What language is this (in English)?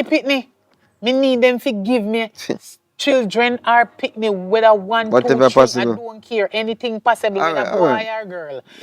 Jamaican Creole English